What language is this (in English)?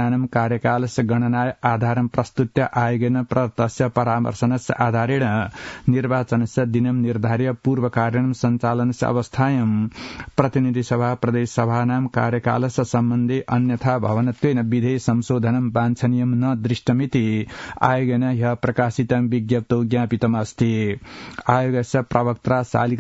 Sanskrit